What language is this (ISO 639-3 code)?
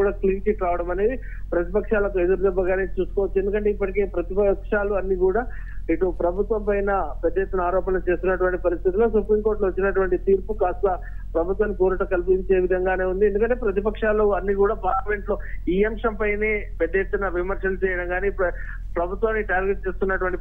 tel